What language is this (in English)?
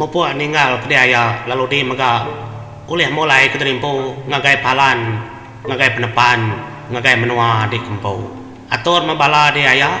Iban